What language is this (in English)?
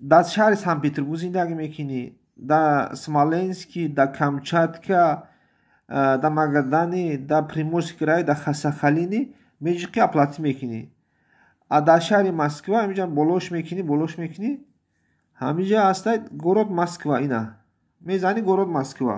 Tajik